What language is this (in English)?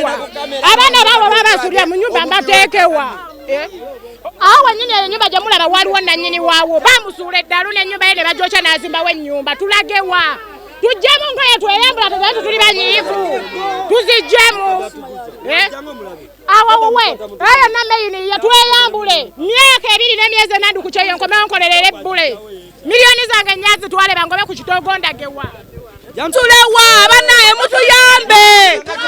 Ganda